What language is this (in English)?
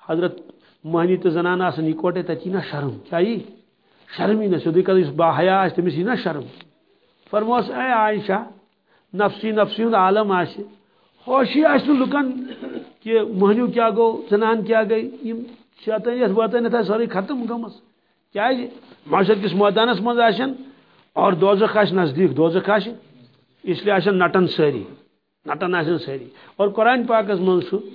Kashmiri